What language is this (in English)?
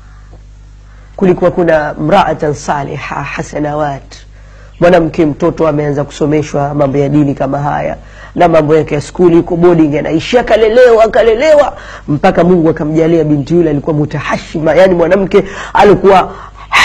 Swahili